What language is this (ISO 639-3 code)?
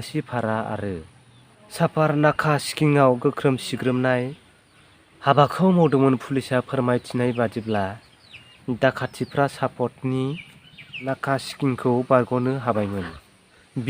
brx